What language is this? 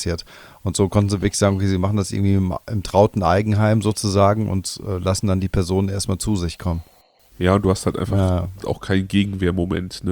German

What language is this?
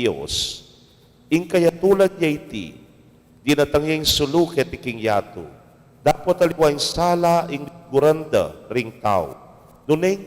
Pampanga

